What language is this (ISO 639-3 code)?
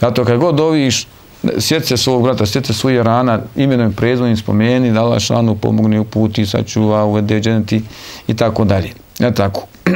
bos